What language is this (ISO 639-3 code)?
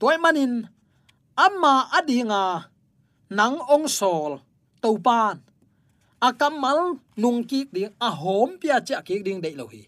ctd